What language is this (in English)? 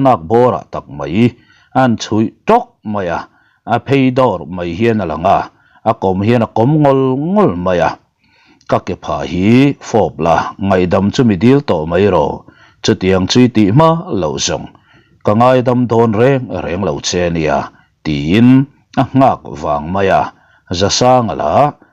Mizo